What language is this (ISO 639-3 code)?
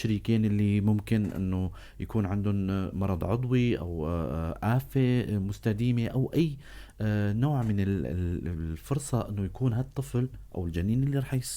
apc